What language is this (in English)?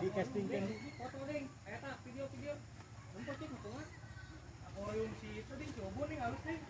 Sundanese